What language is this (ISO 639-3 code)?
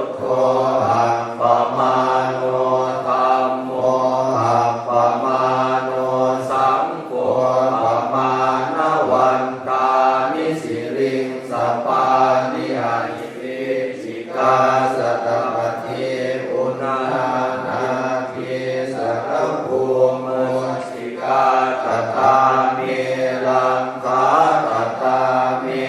pli